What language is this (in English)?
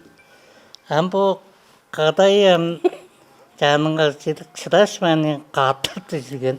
Tuvinian